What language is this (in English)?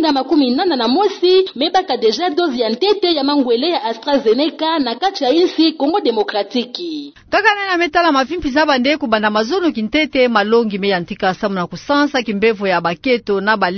Kituba (Democratic Republic of Congo)